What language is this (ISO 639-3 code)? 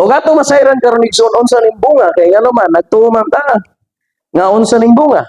ceb